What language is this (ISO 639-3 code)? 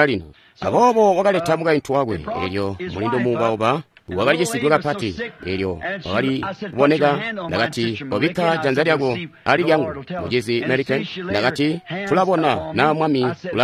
toi